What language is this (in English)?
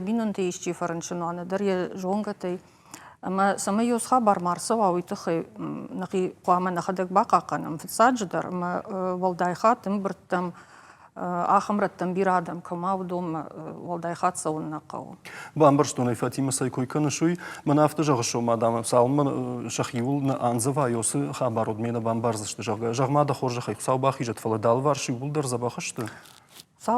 Ossetic